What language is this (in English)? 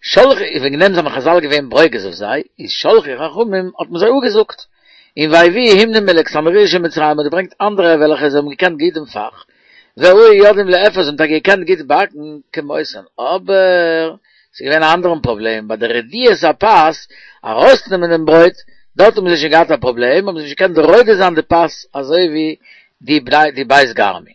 Yiddish